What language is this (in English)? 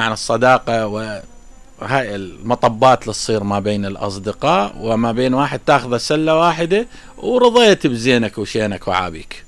Mesopotamian Arabic